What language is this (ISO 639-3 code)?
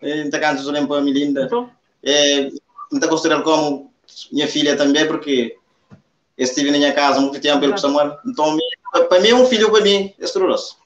kea